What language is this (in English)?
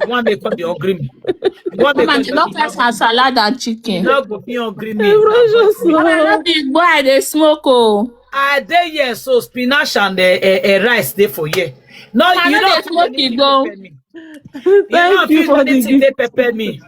Nigerian Pidgin